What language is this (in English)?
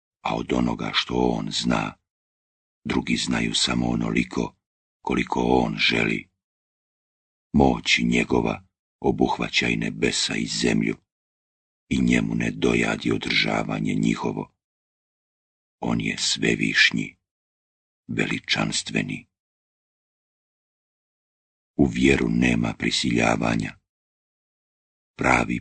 Bosnian